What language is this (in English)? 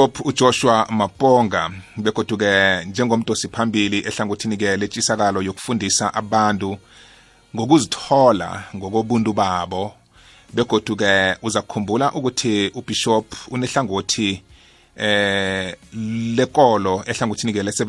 South Ndebele